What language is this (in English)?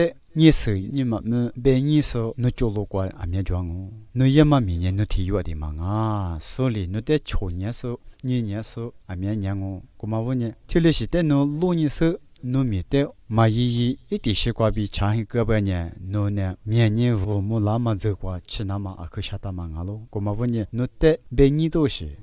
Lisu